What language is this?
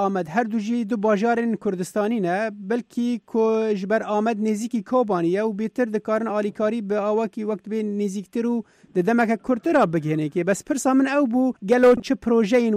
Kurdish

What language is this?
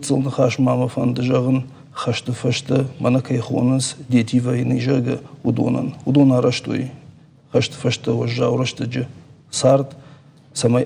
Ossetic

